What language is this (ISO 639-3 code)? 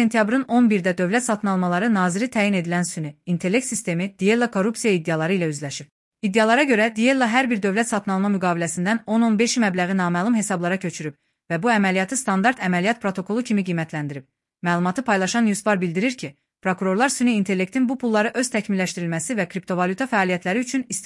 aze